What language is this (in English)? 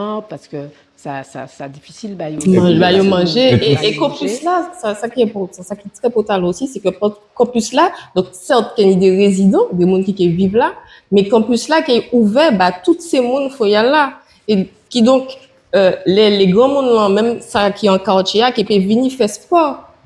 Guadeloupean Creole French